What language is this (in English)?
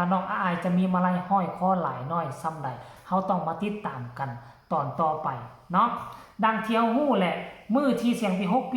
Lao